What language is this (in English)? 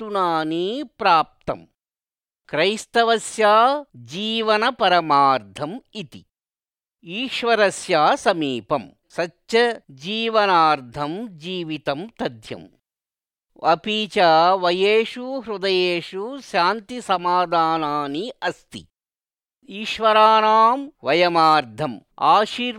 Sanskrit